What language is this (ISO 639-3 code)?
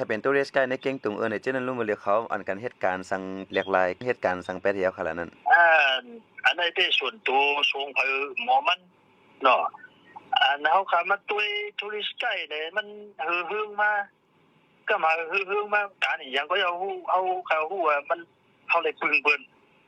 shn